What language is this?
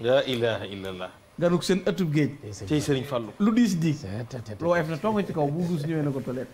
Wolof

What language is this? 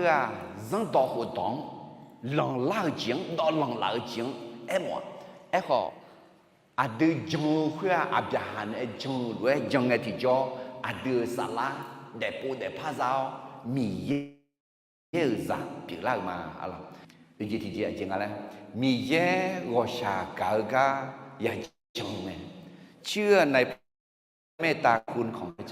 Akha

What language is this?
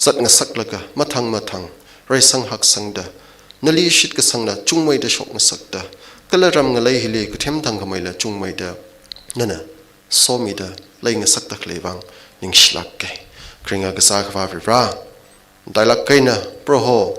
Tangkhul Naga (India)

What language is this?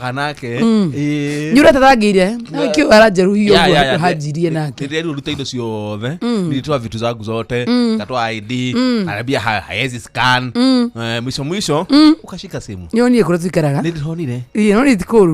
Kikuyu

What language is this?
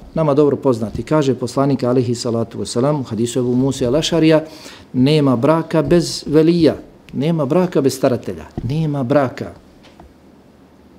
Bosnian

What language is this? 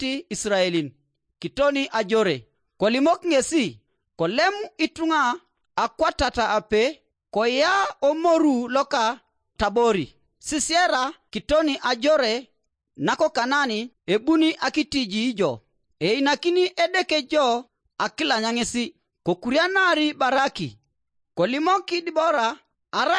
Teso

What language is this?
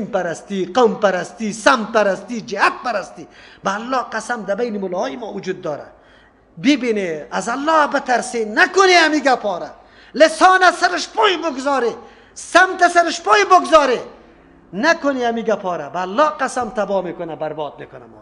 Persian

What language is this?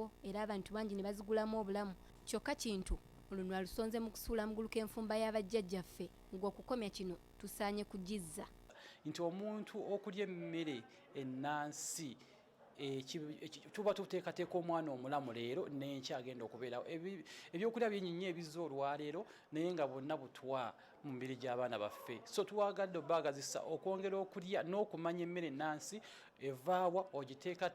Ganda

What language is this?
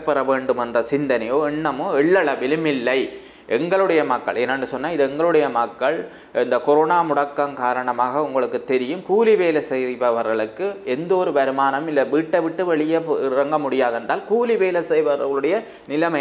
Tamil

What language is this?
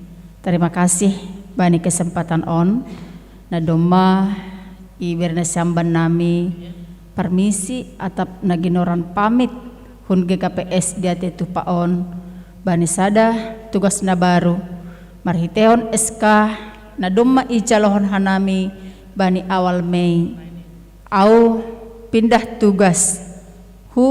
Batak Simalungun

